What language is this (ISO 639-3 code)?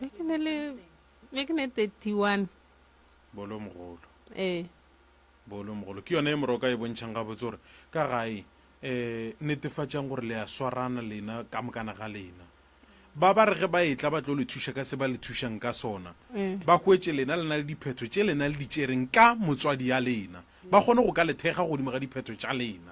nso